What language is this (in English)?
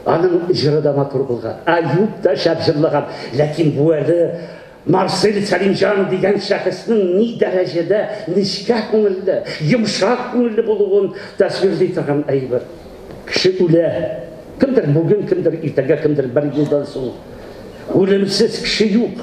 Tatar